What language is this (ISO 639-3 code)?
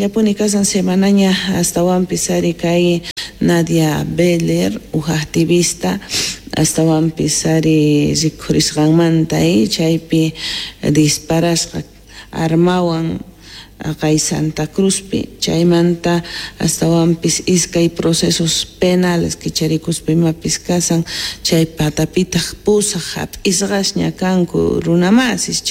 que